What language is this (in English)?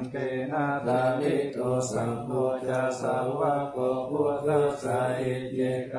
Pali